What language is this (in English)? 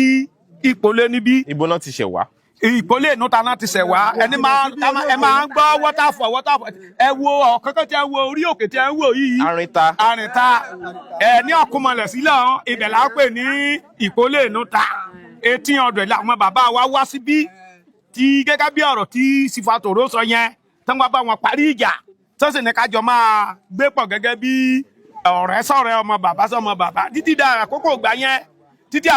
Yoruba